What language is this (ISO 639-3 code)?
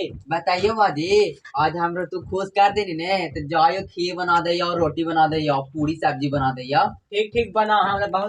mag